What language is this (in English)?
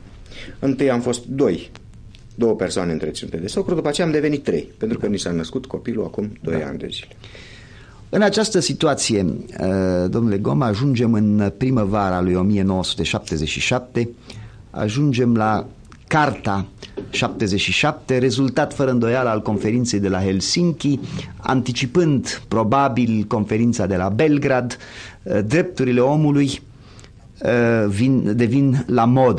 Romanian